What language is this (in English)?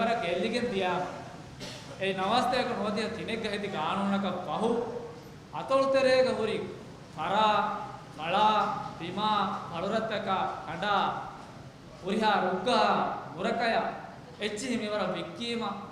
Divehi